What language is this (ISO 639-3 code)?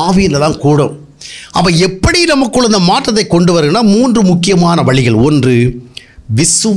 tam